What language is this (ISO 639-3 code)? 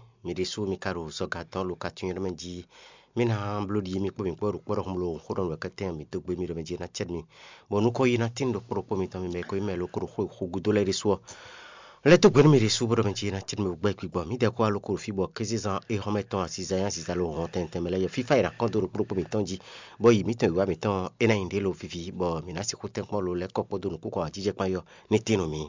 fon